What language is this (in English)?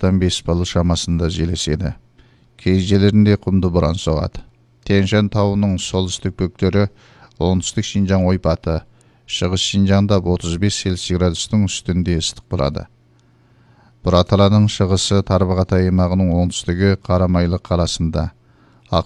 Kazakh